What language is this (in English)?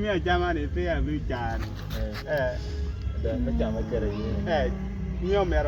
Acoli